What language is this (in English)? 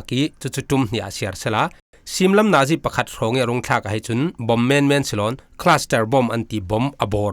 Falam Chin